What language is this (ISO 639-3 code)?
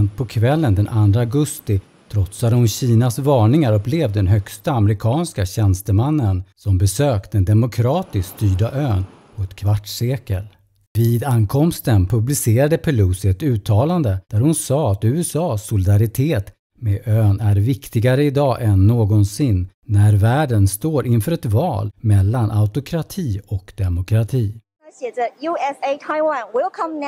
swe